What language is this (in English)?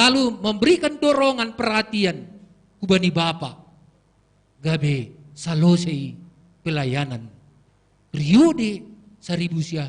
Batak Simalungun